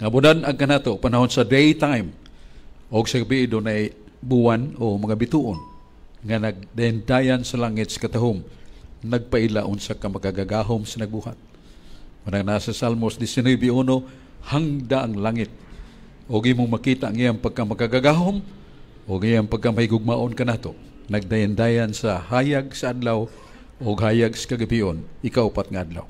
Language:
Cebuano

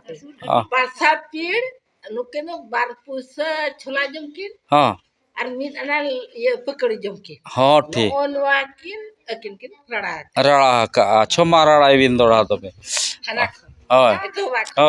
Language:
Santali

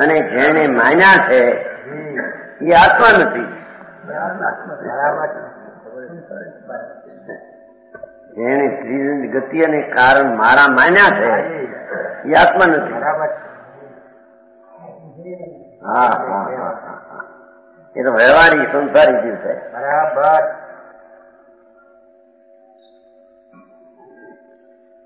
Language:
Gujarati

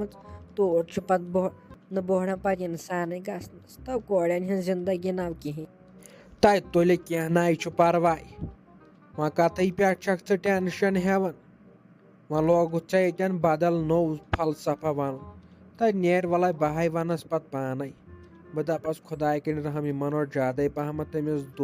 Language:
Kashmiri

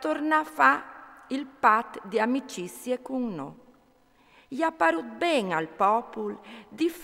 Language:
Friulian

